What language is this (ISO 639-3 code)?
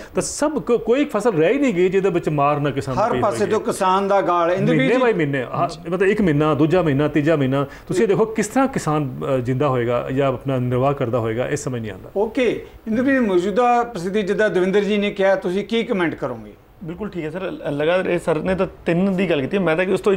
pan